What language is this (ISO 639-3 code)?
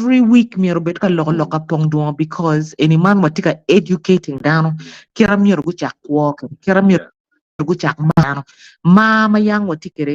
ach